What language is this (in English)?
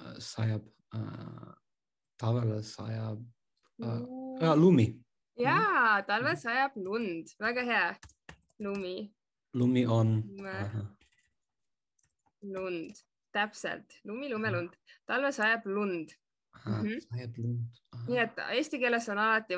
Estonian